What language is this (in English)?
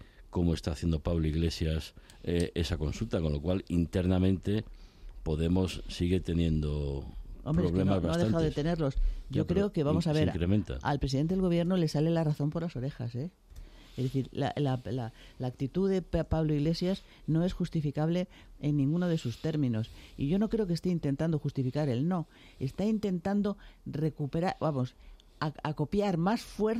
Spanish